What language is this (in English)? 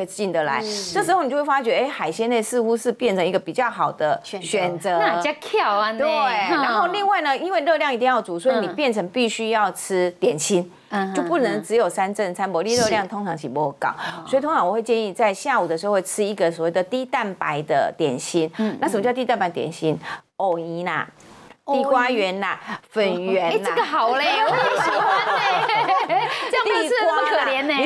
Chinese